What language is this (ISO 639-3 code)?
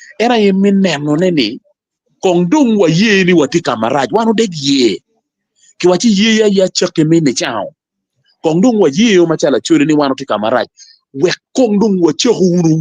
ach